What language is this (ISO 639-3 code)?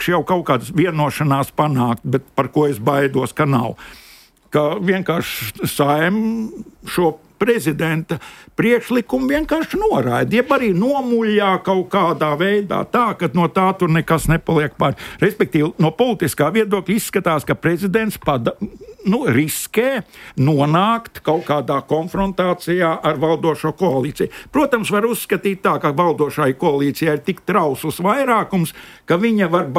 lav